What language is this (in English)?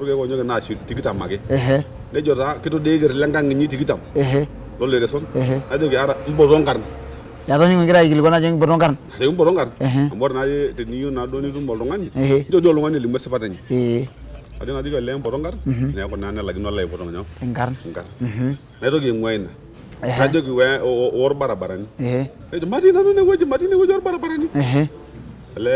Masai